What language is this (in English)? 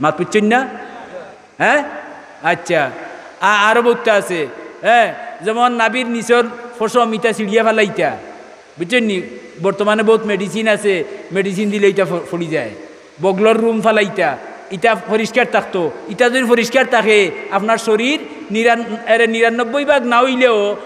Sylheti